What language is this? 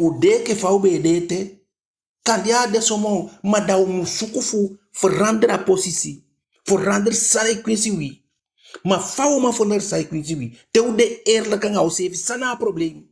Eastern Maroon Creole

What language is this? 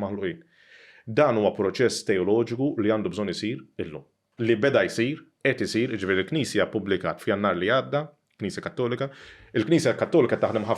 Maltese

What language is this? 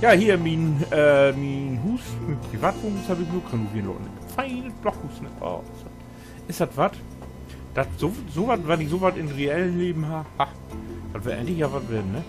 Low German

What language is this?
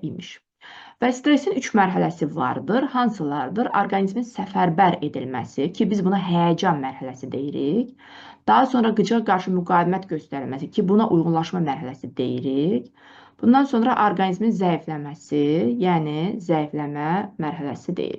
Azerbaijani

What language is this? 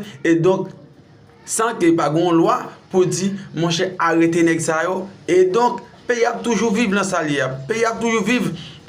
Haitian Creole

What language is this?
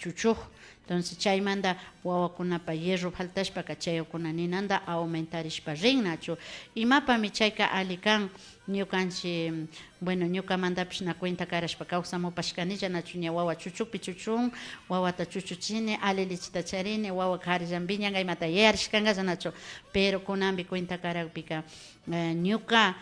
Imbabura Highland Quichua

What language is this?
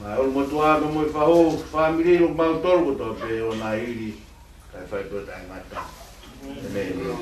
Tongan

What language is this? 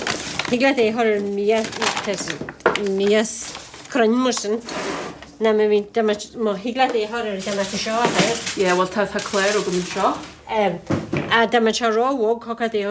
Irish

